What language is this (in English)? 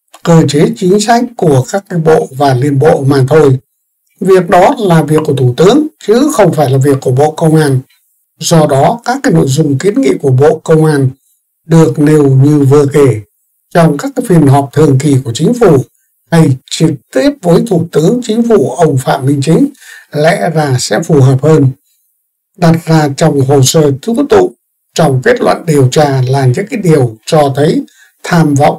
Vietnamese